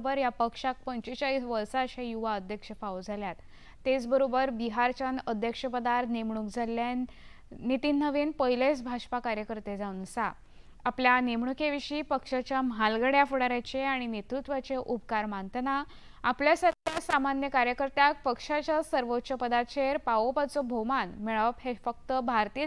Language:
Konkani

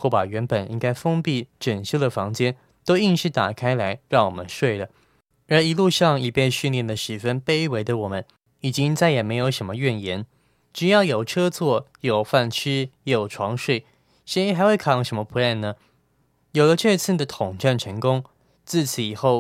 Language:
Chinese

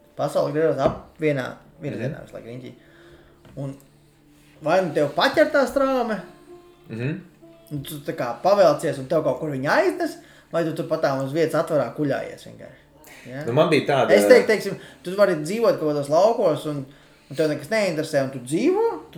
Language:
Latvian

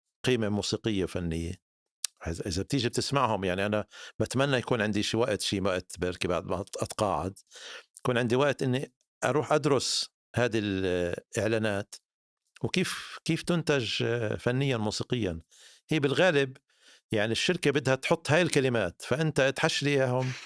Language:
North Levantine Arabic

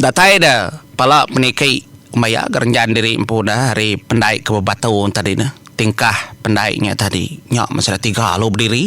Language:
Iban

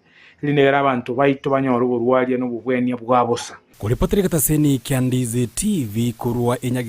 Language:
Gusii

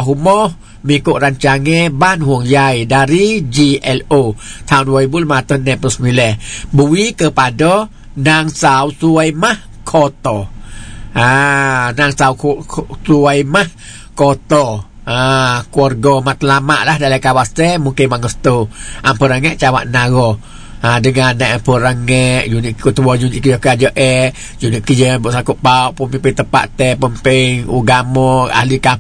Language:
Malay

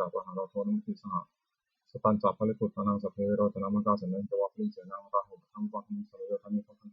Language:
Pali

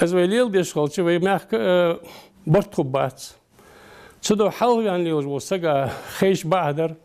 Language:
Ingush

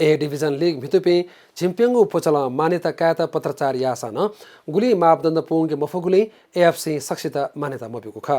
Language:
Newari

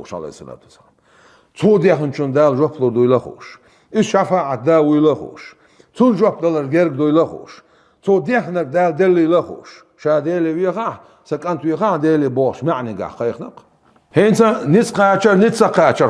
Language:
Chechen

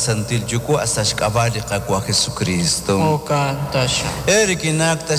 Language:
Kekchí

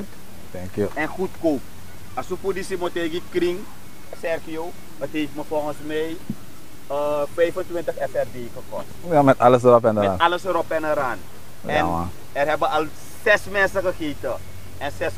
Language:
Dutch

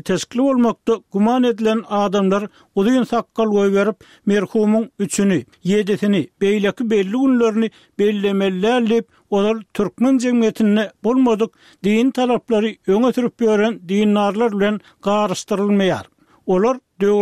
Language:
Turkmen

